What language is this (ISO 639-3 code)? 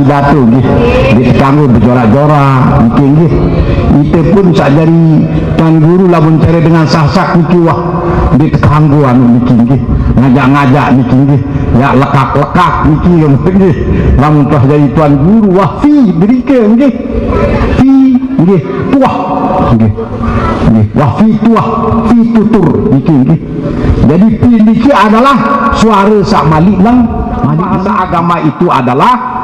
sas